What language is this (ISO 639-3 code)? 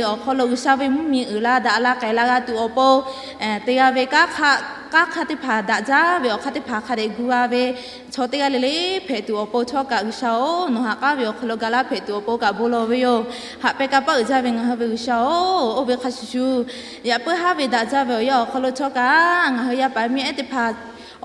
lhu